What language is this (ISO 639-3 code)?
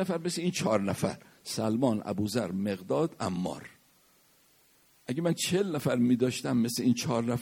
fas